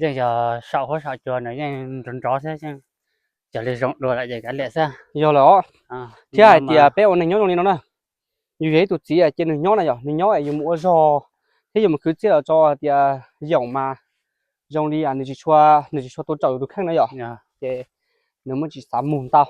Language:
Hmong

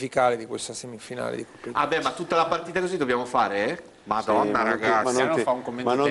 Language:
Italian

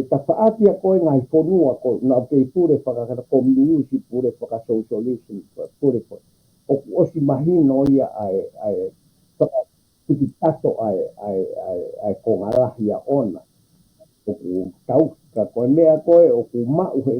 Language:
Tongan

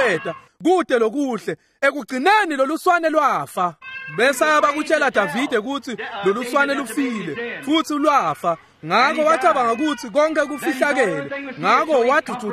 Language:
Swati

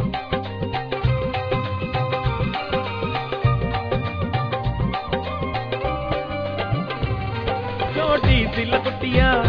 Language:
Hindi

